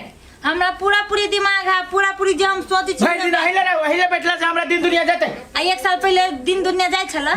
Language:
Maithili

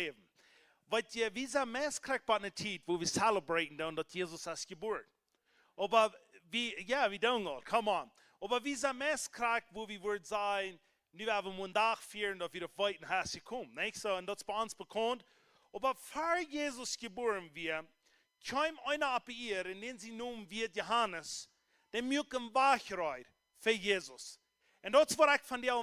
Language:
Plautdietsch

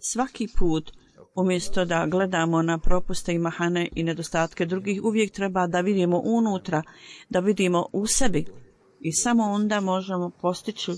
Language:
Bosnian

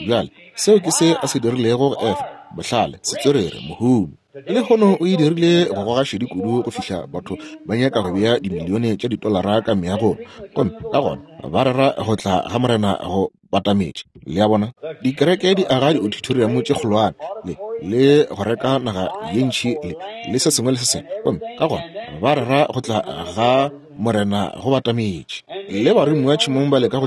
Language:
Northern Sotho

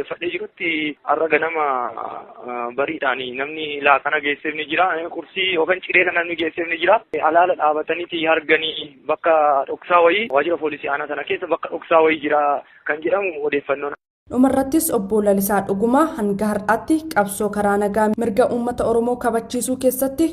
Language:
Oromo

